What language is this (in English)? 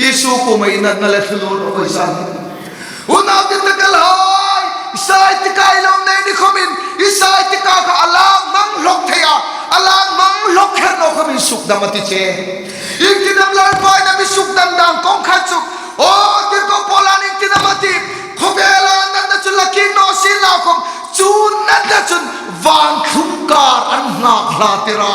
Hmar